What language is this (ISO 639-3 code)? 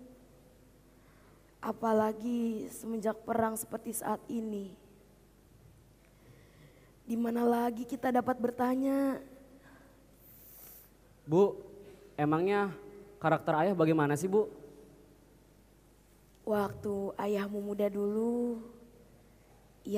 ind